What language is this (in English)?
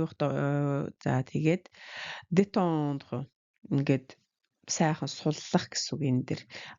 Mongolian